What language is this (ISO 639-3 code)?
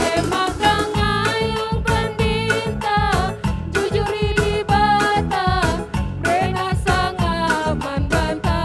btx